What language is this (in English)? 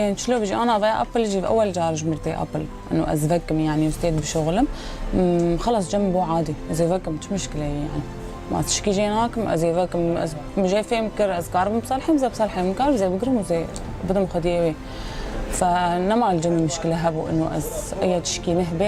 Kurdish